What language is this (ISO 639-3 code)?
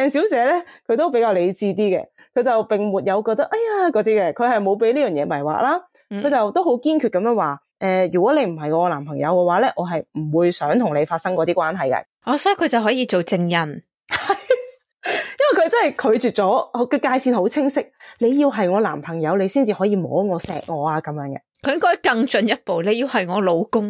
yue